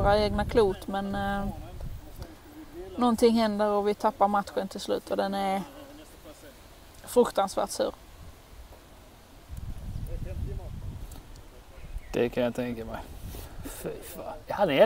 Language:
Swedish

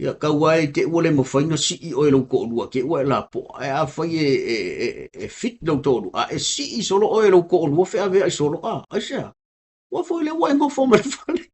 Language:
Samoan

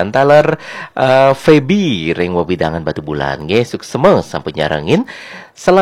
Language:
Balinese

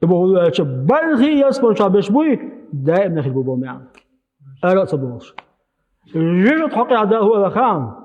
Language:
Chechen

